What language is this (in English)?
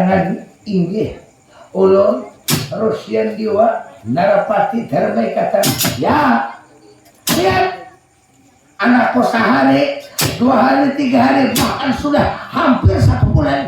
Banjar